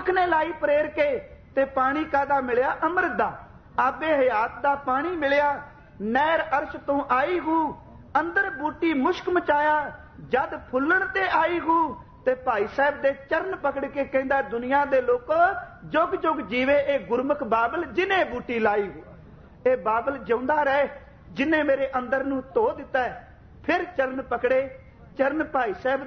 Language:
Punjabi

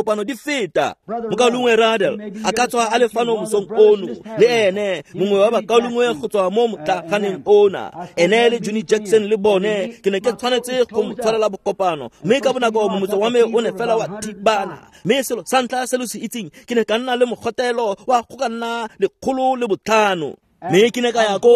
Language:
Tswana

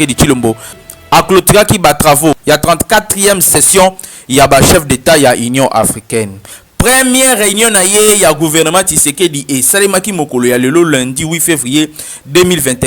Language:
Lingala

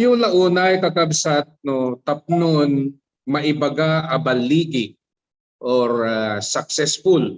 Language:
Iloko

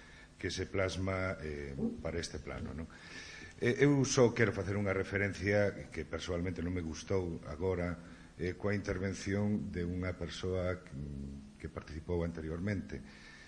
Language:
Galician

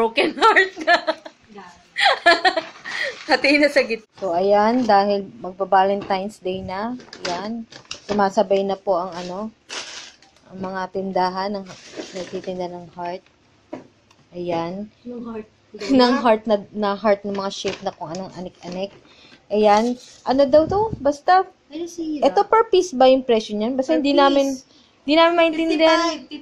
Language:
Filipino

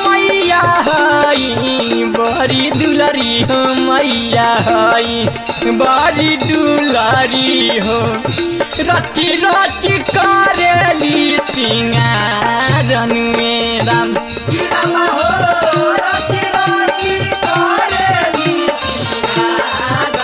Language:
Bhojpuri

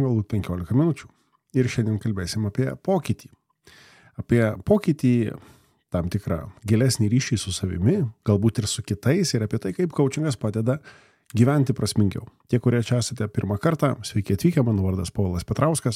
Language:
Lithuanian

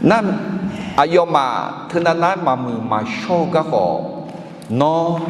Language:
Akha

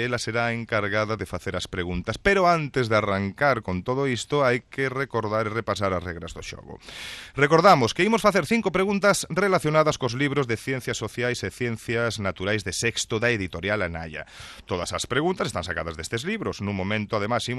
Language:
Galician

